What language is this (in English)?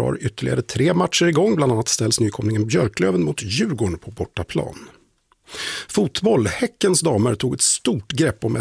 Swedish